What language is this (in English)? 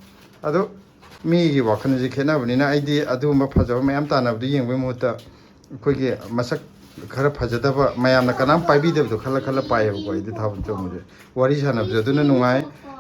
Manipuri